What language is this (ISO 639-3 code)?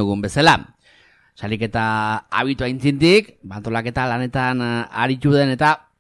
eus